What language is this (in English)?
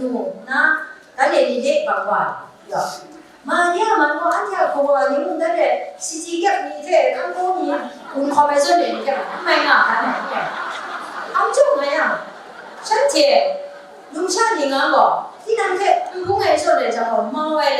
Kachin